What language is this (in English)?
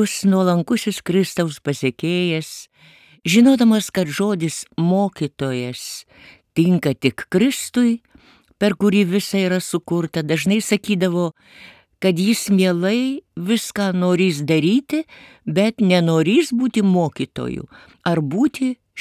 Lithuanian